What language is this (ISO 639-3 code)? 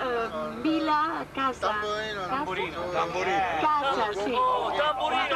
ita